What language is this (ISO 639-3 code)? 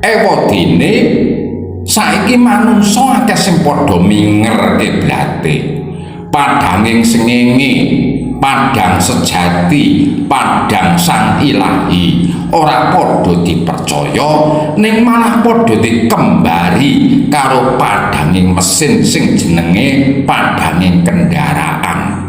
jav